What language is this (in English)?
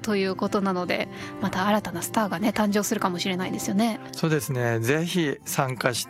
Japanese